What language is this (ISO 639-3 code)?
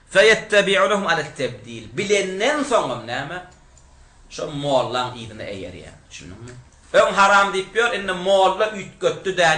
tuk